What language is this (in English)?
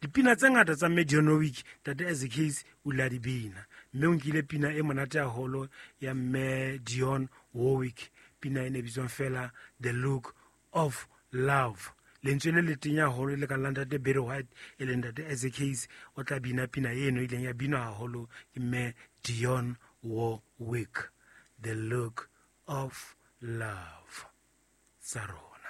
Southern Sotho